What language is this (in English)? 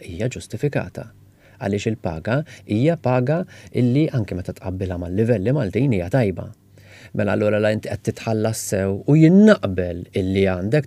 Maltese